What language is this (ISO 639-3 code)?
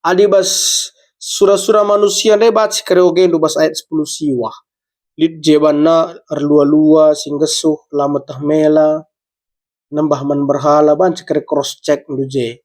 btx